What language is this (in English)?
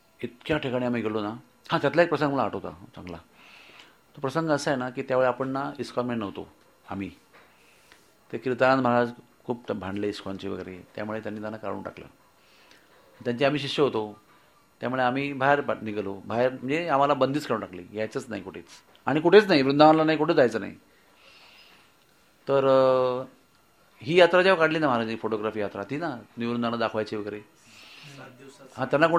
Marathi